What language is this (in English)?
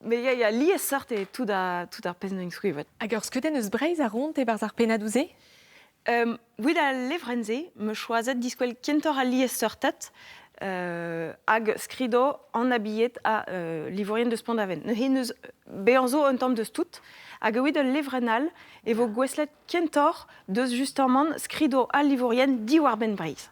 Breton